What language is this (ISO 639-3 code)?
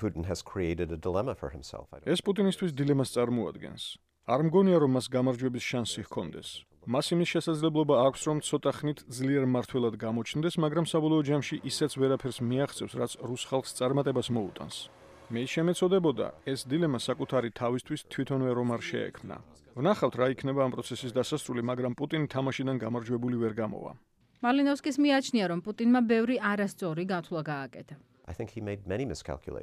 kat